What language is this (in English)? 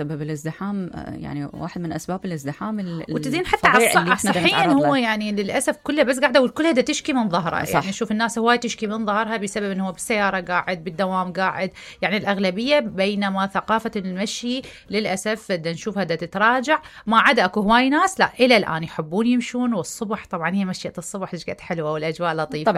Mesopotamian Arabic